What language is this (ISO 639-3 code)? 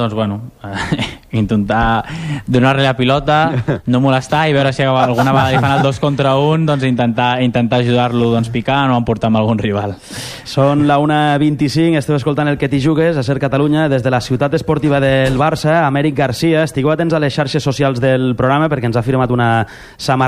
cat